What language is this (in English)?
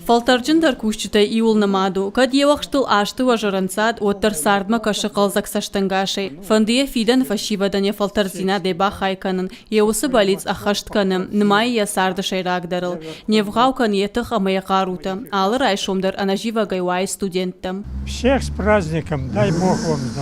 Ossetic